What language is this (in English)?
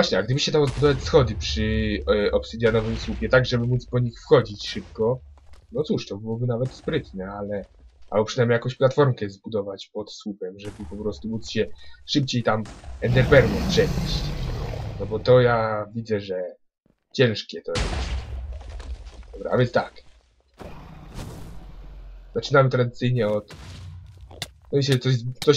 Polish